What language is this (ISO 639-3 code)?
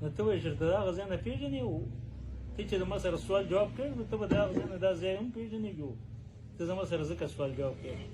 pus